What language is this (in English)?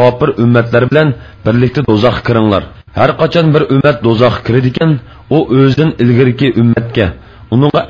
Uyghur